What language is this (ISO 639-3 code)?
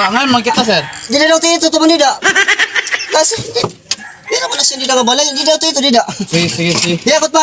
war